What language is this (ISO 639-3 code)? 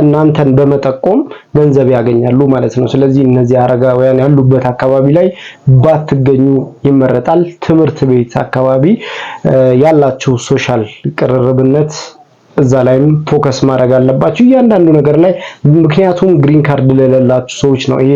amh